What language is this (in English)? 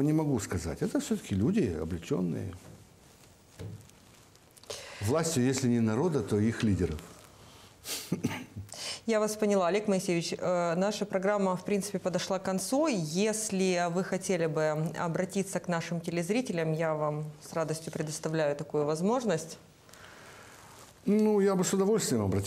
Russian